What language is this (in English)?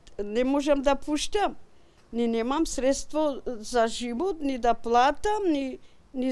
Macedonian